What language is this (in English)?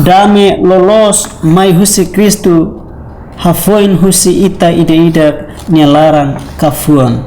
Tetum